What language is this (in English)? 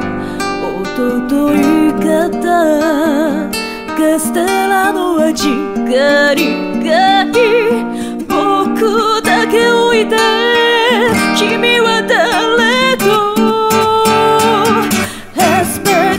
Japanese